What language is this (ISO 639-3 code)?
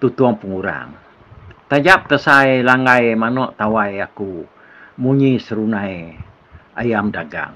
iba